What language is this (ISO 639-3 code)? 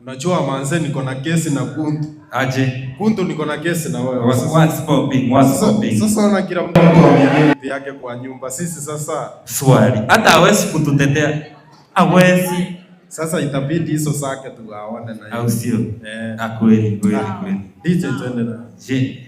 guz